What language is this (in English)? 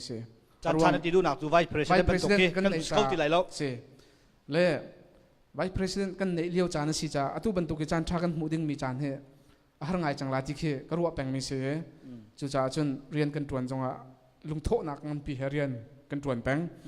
Hakha Chin